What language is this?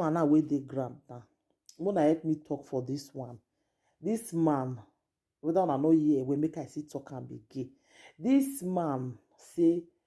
Nigerian Pidgin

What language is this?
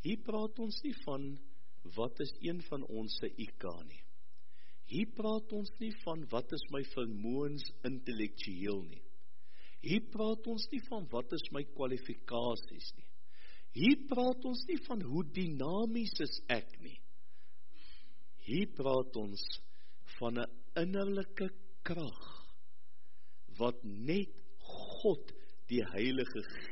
Afrikaans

